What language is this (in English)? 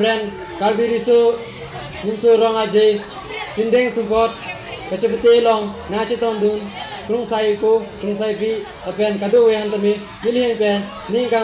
Karbi